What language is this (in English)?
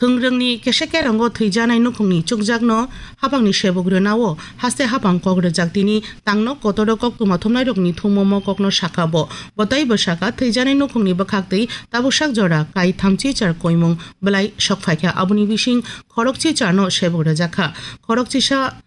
Kok Borok